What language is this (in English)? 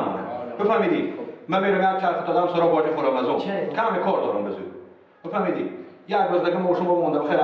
Persian